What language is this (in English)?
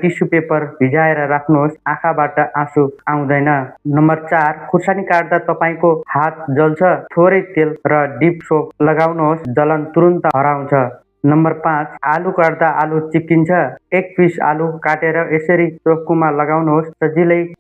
Nepali